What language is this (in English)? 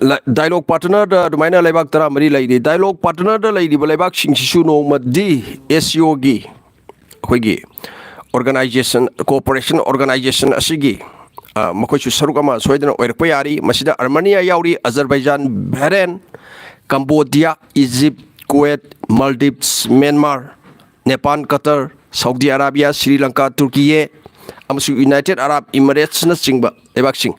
Manipuri